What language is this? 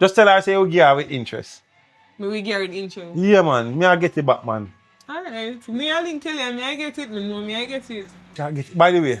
Jamaican Creole English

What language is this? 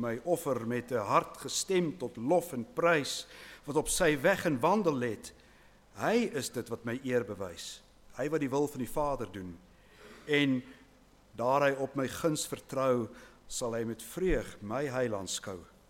Afrikaans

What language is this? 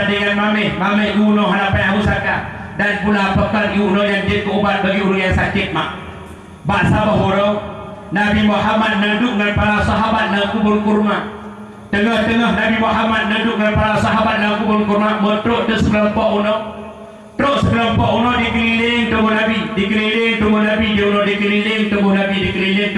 Achinese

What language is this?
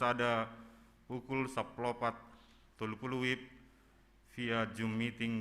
Batak Simalungun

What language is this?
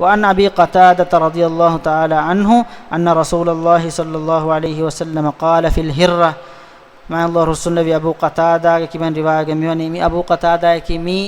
Divehi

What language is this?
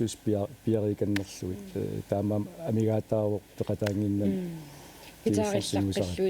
Kalaallisut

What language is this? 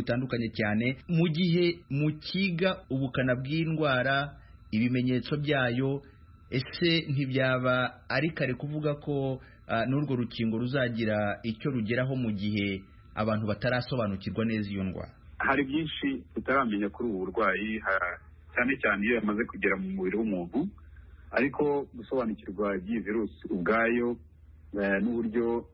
Kinyarwanda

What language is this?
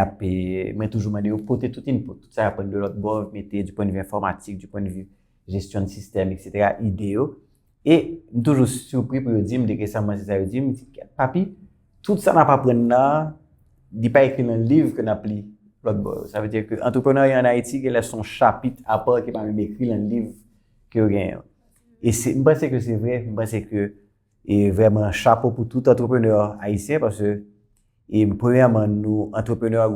Haitian Creole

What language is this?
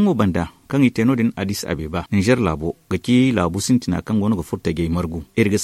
Zarma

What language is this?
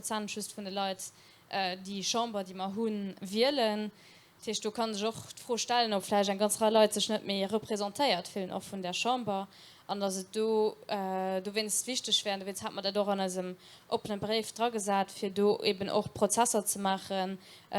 Luxembourgish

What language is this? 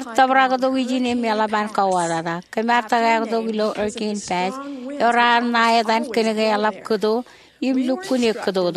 Marshallese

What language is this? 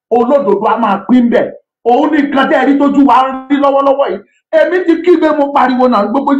Yoruba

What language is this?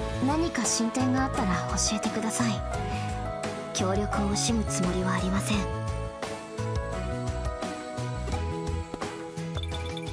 Japanese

